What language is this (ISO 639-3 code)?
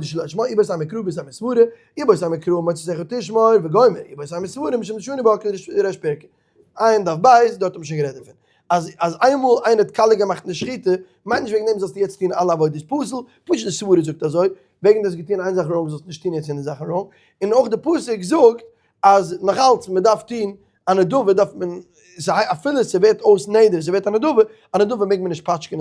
yid